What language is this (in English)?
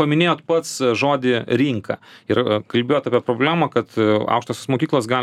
Lithuanian